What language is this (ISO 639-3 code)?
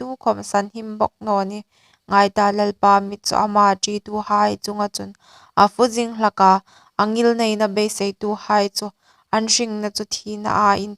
hmr